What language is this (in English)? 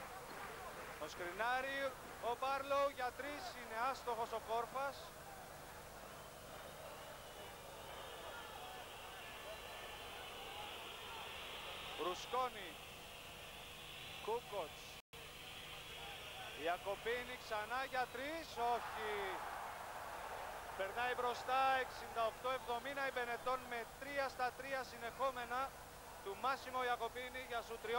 Greek